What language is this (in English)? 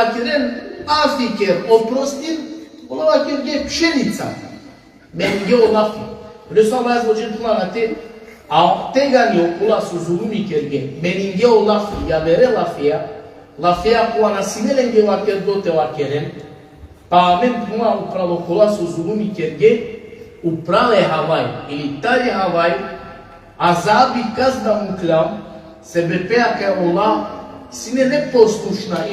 Balkan Romani